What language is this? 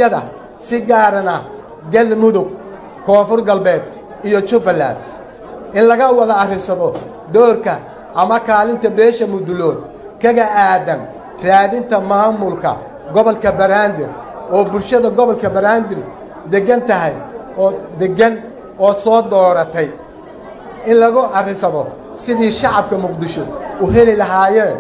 Somali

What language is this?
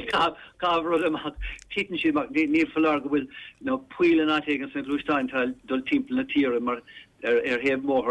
Irish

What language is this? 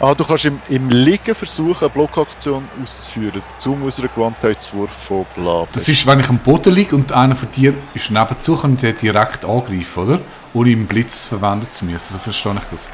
Swiss German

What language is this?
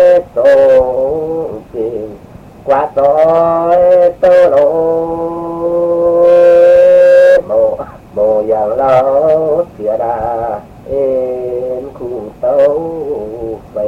Vietnamese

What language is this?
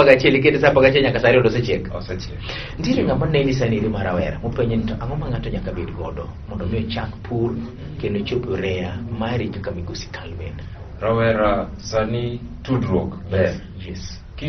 Luo (Kenya and Tanzania)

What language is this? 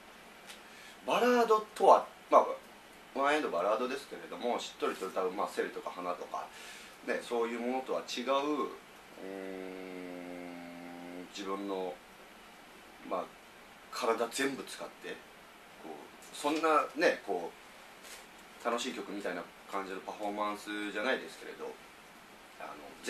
Japanese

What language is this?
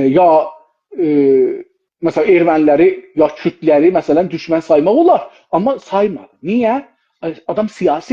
South Azerbaijani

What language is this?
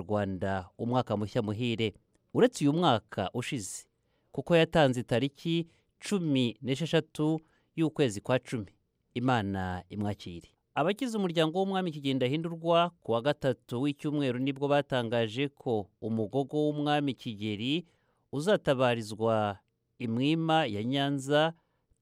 Kinyarwanda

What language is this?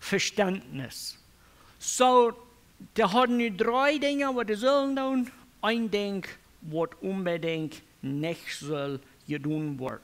Plautdietsch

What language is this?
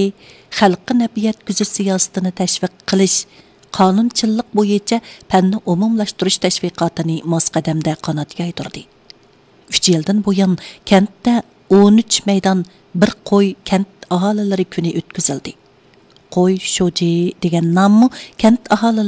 Uyghur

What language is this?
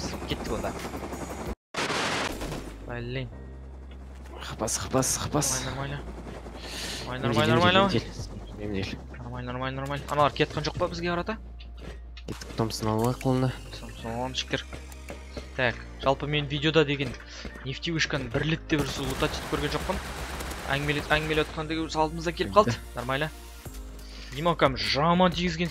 Kazakh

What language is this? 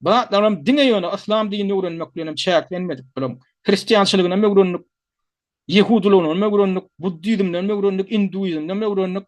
Turkmen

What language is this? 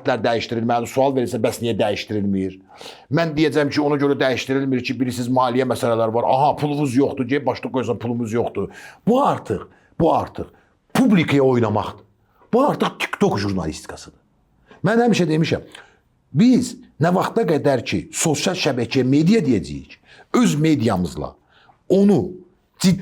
Azerbaijani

